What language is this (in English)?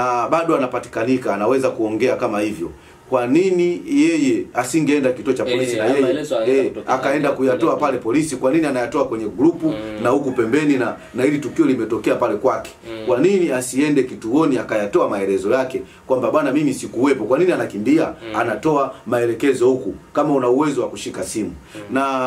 Swahili